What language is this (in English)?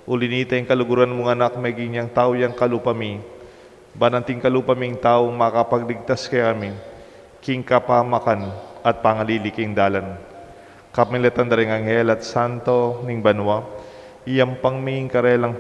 Pampanga